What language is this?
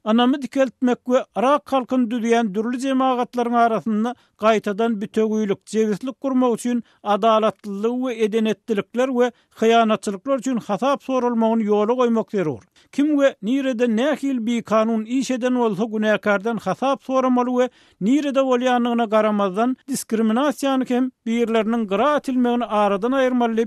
Turkmen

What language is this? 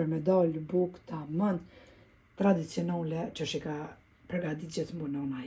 Albanian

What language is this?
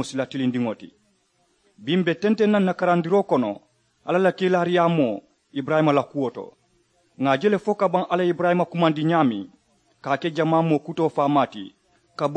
Mandingo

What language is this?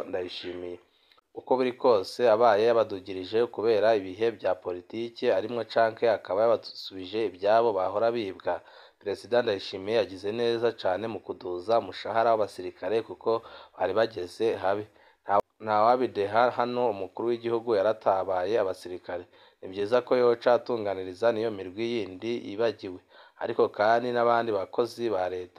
Rundi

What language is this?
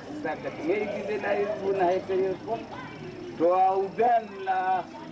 Dehu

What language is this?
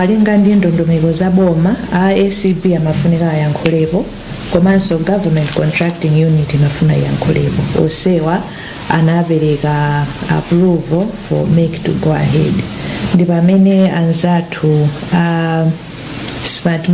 Nyanja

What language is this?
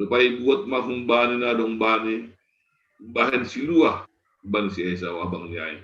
Batak Simalungun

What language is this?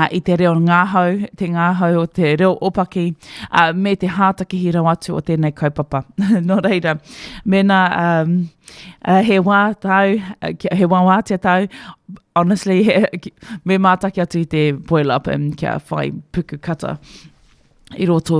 Māori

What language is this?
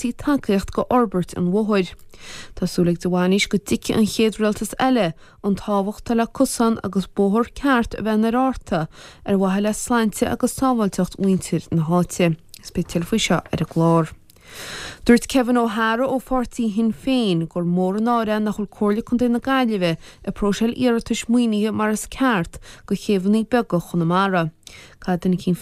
Irish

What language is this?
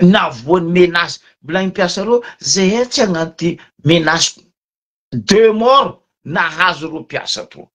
Malagasy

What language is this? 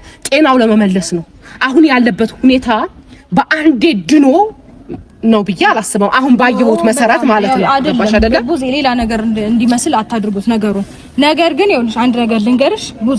Amharic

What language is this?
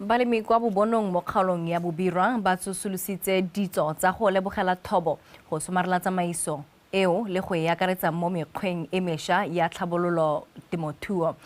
Tswana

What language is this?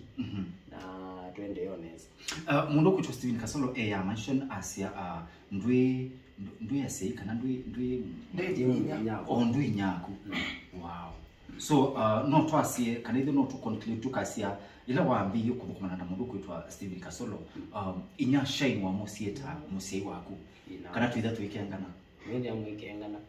Kamba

